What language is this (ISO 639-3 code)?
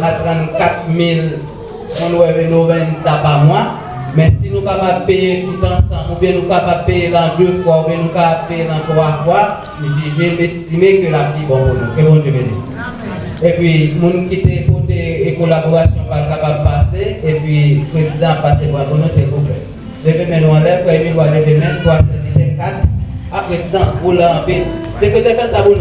hat